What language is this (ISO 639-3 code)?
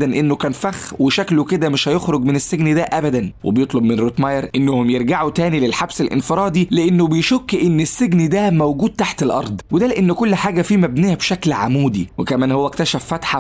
arz